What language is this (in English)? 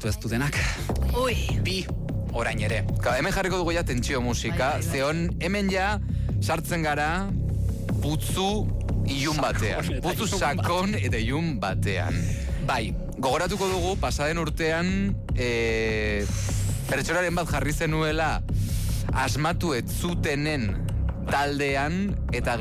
Basque